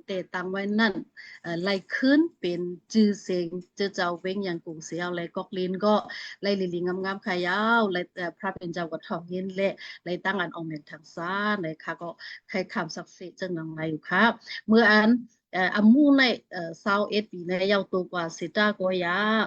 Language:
Shan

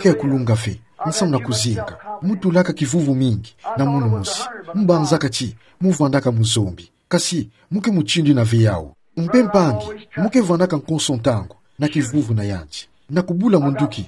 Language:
Kituba (Democratic Republic of Congo)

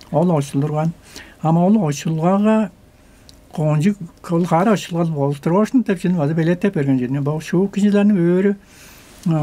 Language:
Tuvinian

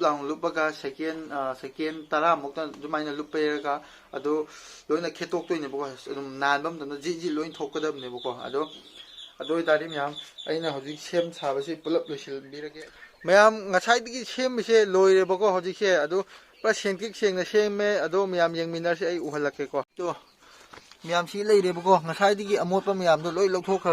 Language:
Manipuri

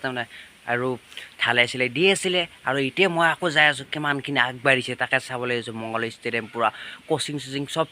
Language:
Assamese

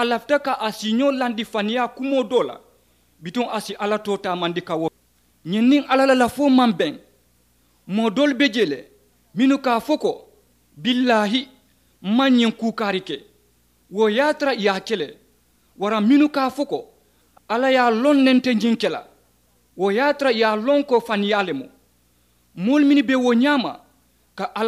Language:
Mandingo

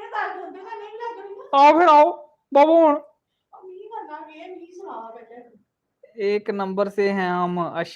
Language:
Dogri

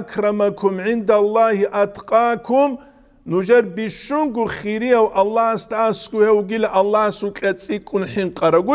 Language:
Avaric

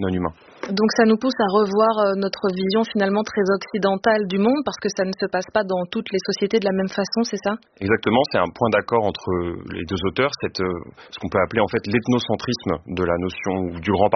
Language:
French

